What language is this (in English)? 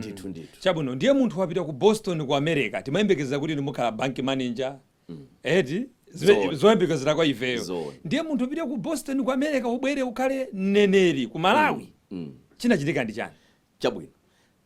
Nyanja